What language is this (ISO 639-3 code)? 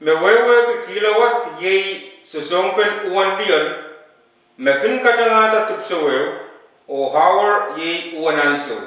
pon